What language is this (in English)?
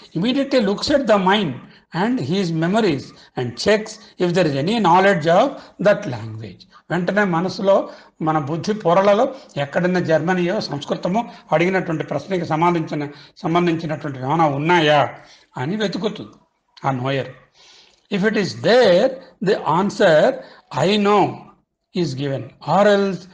Telugu